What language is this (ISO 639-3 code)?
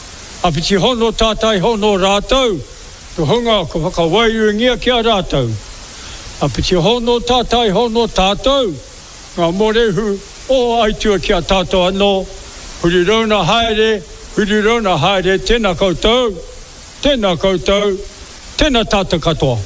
mri